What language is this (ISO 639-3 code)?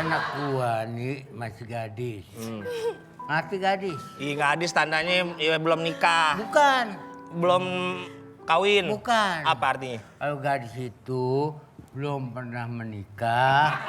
bew